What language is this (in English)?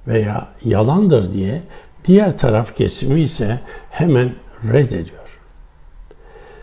Turkish